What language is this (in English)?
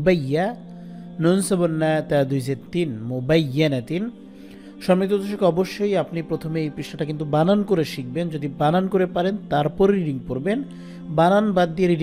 Bangla